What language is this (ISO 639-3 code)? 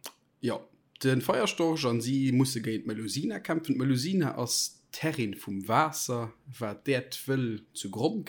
ltz